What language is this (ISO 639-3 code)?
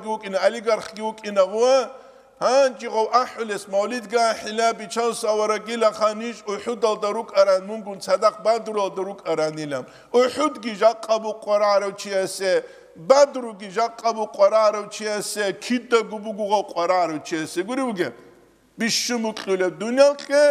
ava